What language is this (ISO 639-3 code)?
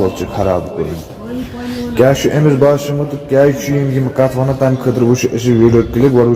kas